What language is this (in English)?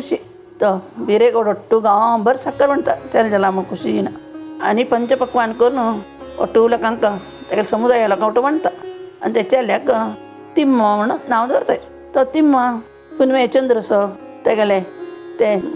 Konkani